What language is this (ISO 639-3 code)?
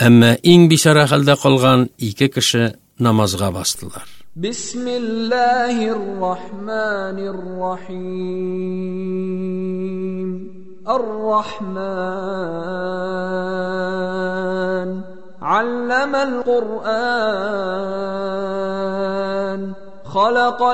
tat